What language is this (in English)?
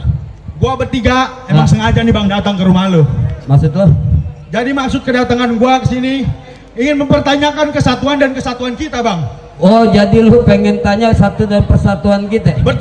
Betawi